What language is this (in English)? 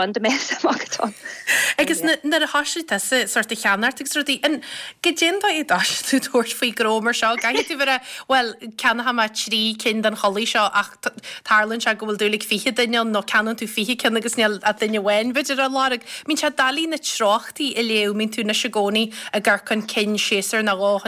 Irish